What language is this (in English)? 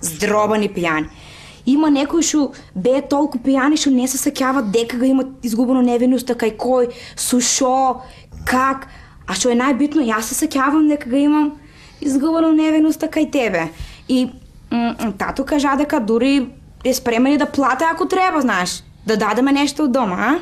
Macedonian